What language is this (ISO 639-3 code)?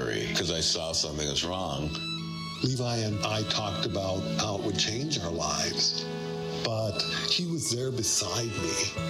eng